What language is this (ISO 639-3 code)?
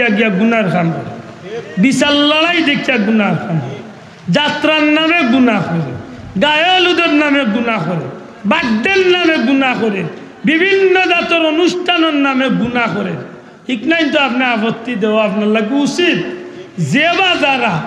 syl